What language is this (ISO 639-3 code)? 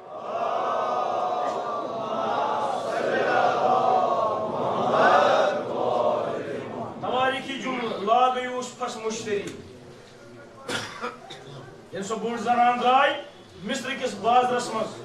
kas